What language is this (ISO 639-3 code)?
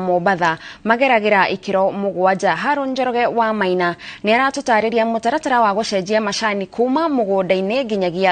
kik